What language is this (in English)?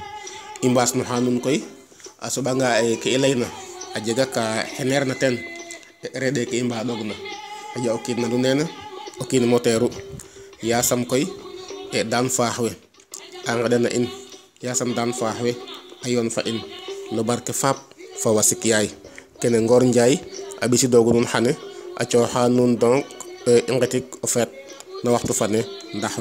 Serer